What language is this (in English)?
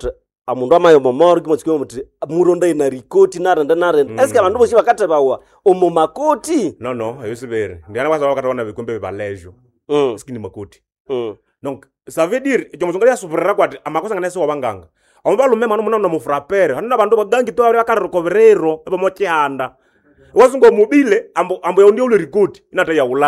Nande